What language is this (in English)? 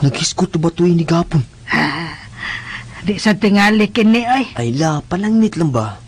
Cebuano